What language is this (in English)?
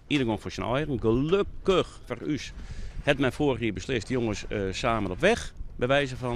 Western Frisian